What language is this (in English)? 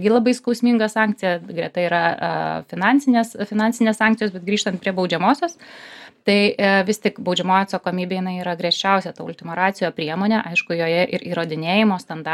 Lithuanian